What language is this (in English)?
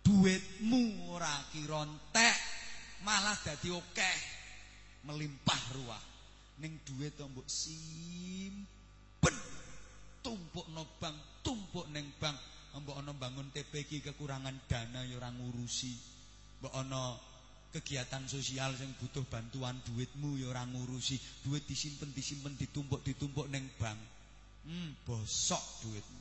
Javanese